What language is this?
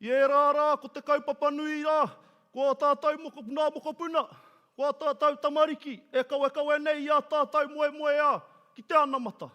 Māori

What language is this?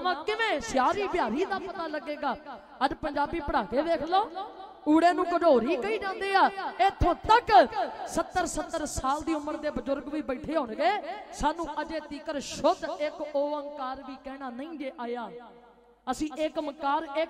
Punjabi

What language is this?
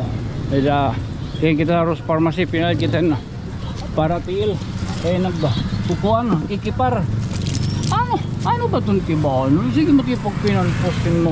Waray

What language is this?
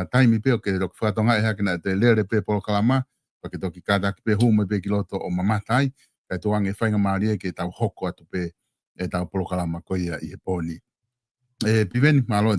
Tongan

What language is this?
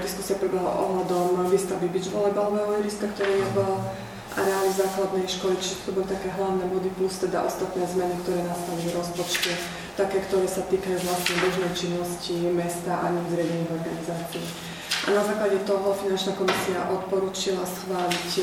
Slovak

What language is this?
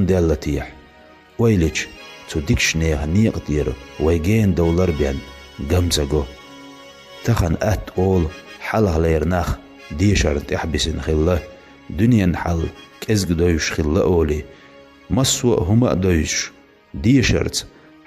Chechen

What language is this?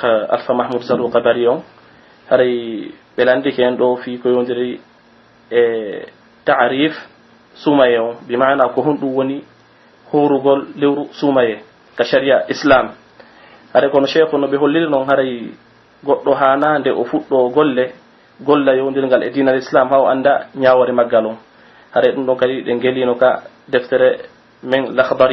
Pular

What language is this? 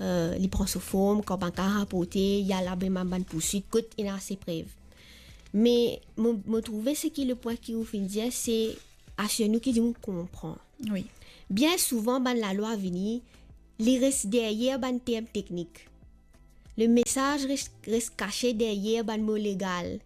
Morisyen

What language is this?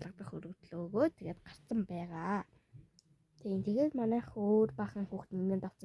Mongolian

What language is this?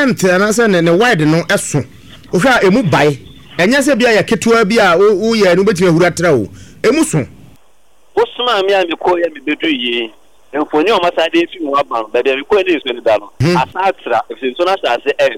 Akan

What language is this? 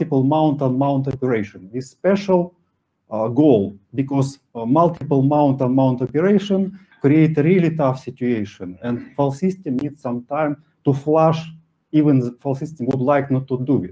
English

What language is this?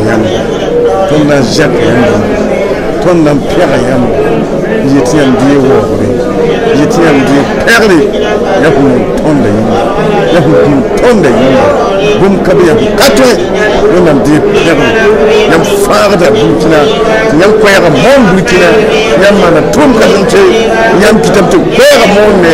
Mossi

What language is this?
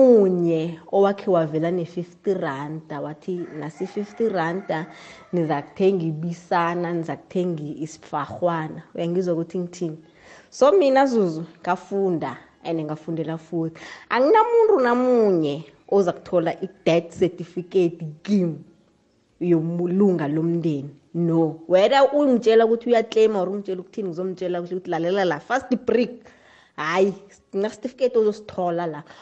South Ndebele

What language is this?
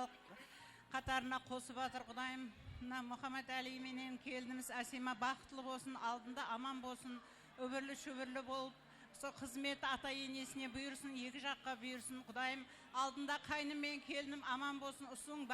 Kara-Kalpak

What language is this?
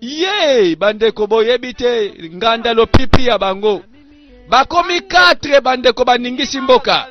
Lingala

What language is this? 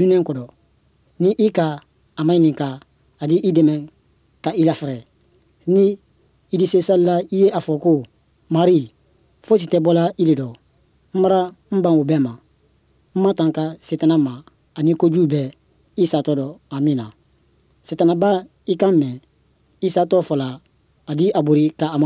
Bambara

